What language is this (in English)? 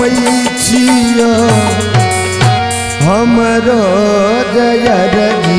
Maithili